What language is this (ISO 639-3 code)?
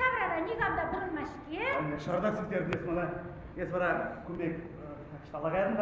chv